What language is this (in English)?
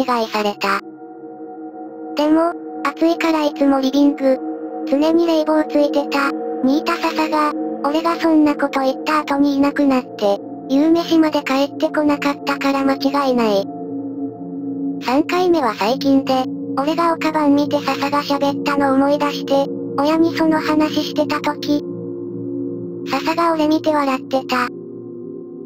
Japanese